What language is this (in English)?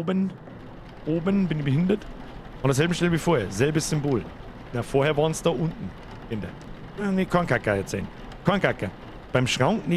Bavarian